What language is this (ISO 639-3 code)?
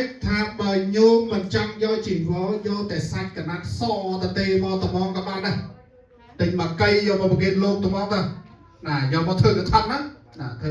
khm